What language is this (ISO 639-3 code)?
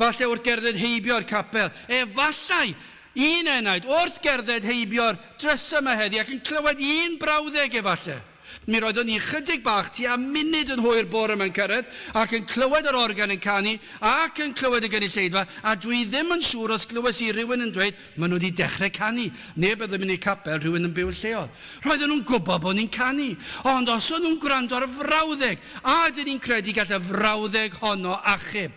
cym